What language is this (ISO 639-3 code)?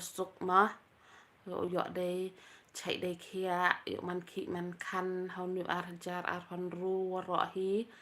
kha